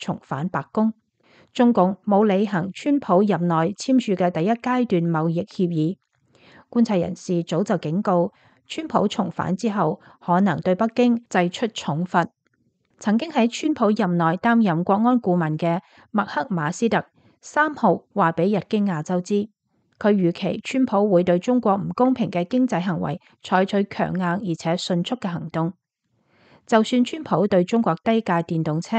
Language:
Cantonese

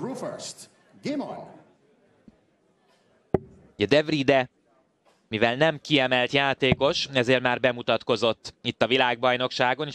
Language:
Hungarian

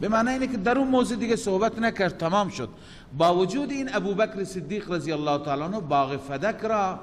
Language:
Persian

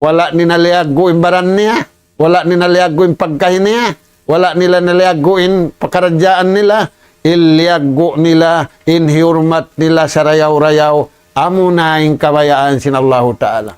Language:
Tausug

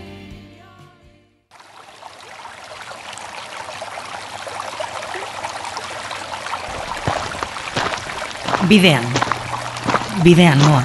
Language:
Basque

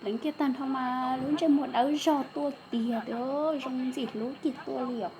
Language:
Hmong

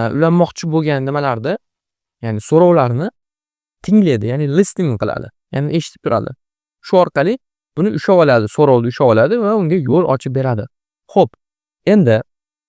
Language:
Uzbek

